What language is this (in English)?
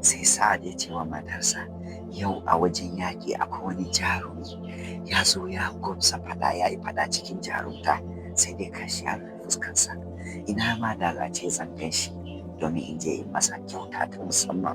Hausa